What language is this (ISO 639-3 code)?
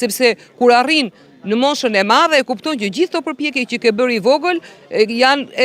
sqi